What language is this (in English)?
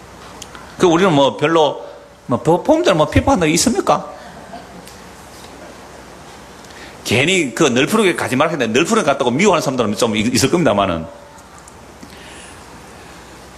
Korean